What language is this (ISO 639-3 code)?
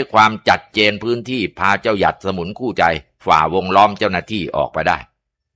tha